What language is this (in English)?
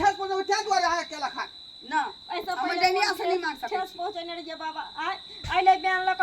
Maithili